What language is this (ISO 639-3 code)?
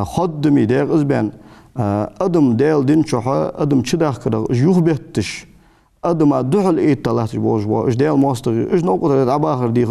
inh